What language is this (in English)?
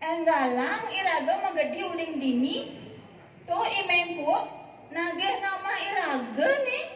Balinese